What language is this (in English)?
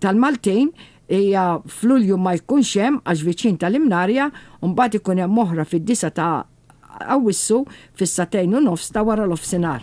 Maltese